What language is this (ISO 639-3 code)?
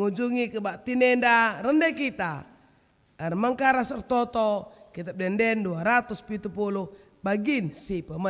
btx